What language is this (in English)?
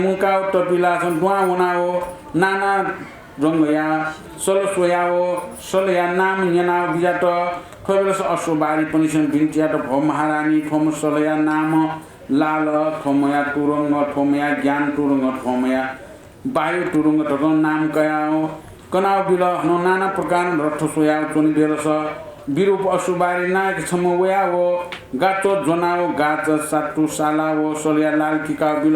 Newari